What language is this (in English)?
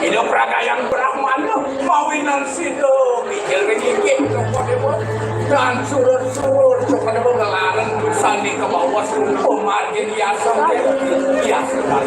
Balinese